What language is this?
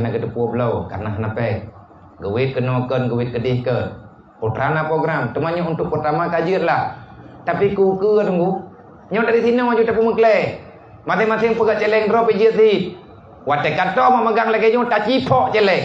Achinese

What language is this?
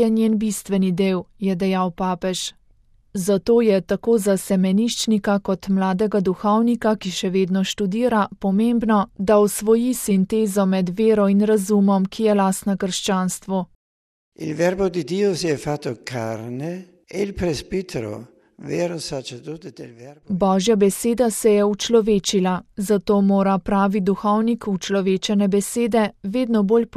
Slovenian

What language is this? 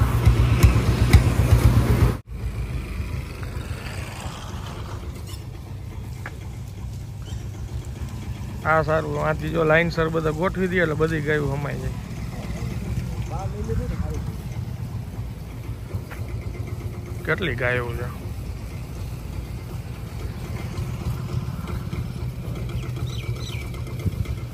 Gujarati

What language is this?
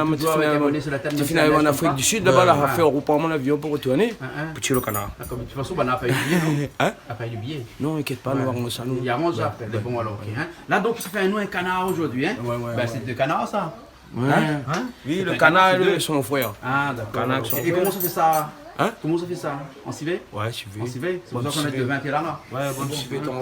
Réunion Creole French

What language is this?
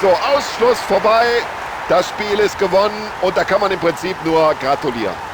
Bavarian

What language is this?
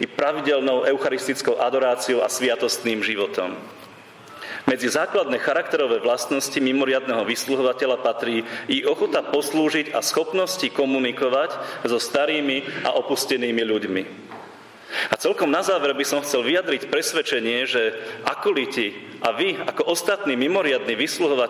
Slovak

